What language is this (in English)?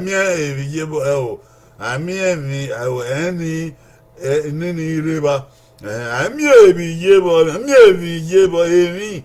Bini